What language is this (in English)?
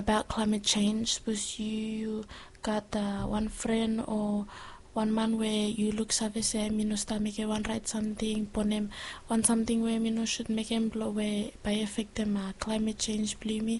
Bislama